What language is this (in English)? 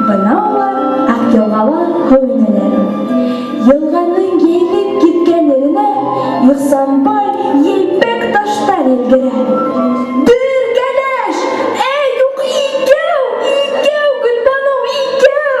Bashkir